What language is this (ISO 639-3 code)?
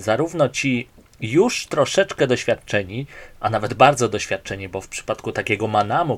pol